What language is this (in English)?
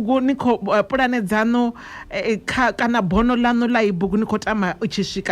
Venda